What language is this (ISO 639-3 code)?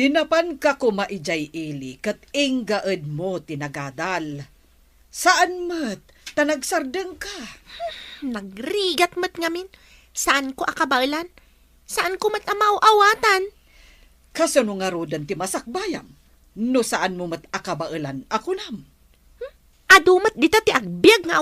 ilo